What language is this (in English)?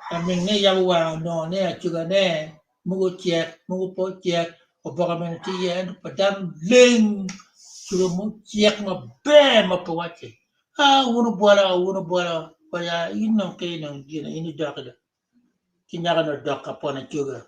Acoli